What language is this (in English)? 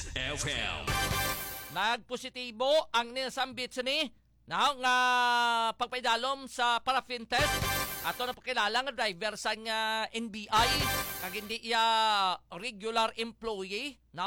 Hiligaynon